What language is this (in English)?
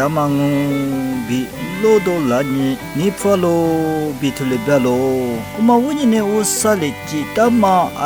Lisu